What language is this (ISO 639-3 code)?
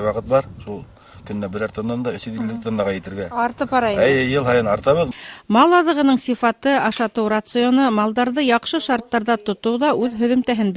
bak